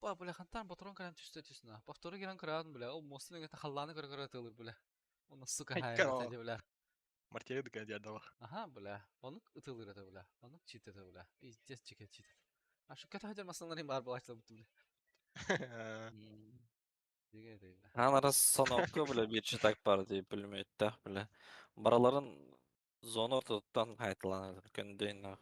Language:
Yakut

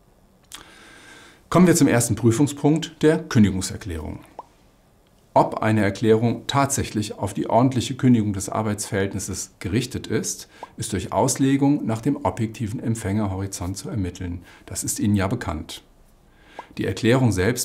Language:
German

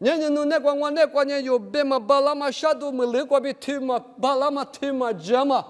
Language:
Lisu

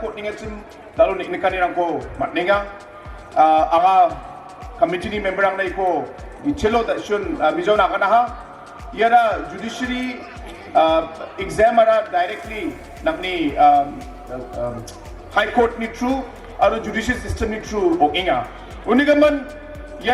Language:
Garo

